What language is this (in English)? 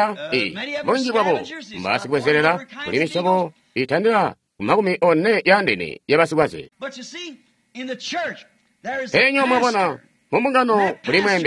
Tonga (Zambia)